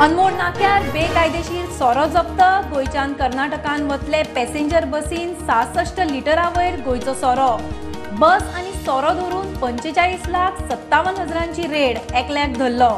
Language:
Konkani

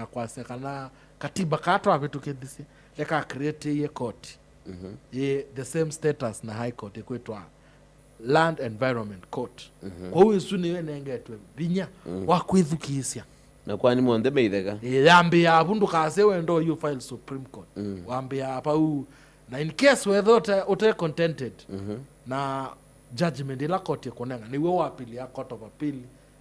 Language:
Kamba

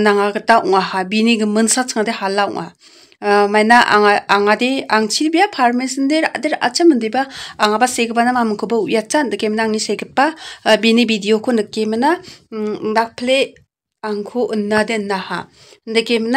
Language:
Garo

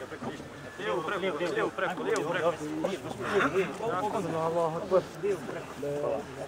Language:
Bosnian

